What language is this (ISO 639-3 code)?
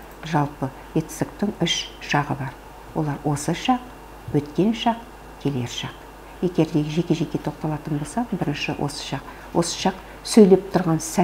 kaz